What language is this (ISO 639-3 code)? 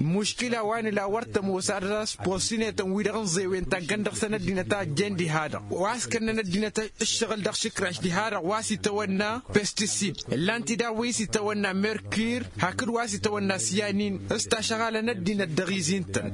taq